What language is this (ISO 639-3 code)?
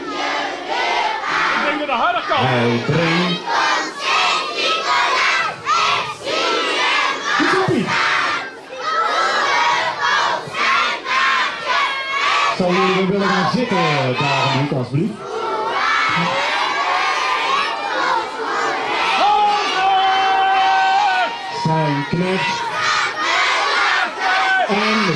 nld